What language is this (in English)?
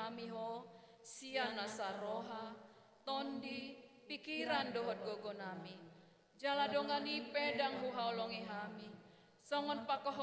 Batak Toba